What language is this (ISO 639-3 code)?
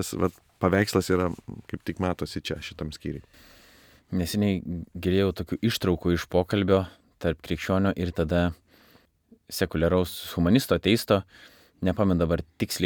lit